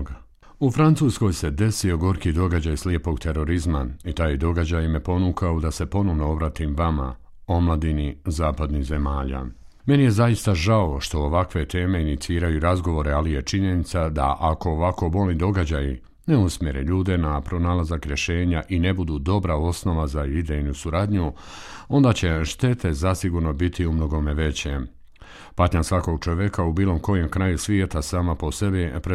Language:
Bosnian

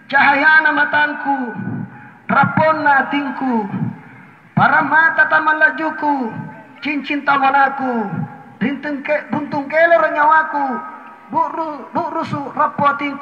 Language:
Makasar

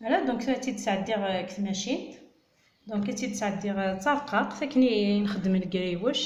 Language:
Kabyle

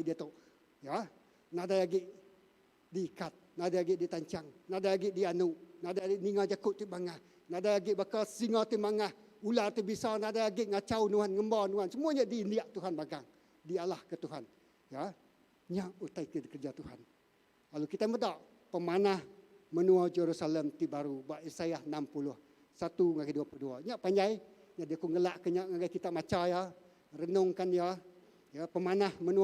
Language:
Iban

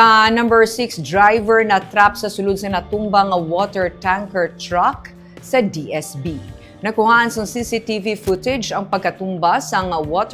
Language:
Hiligaynon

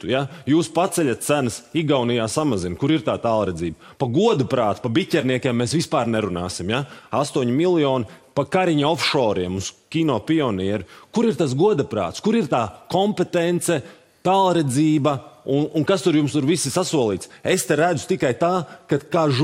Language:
Latvian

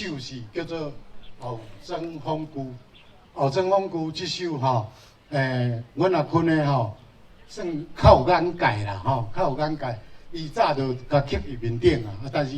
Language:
Min Nan Chinese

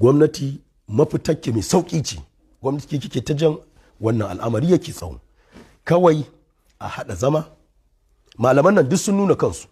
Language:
Hausa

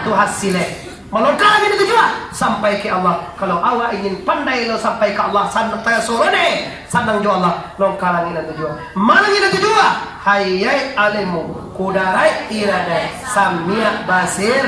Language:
Minangkabau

